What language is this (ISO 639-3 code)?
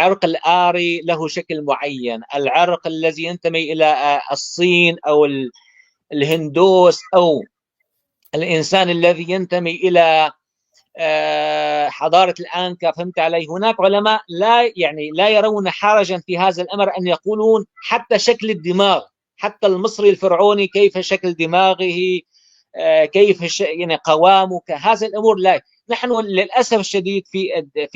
apc